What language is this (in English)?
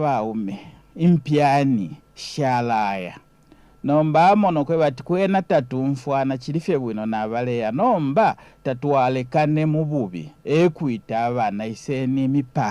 Bemba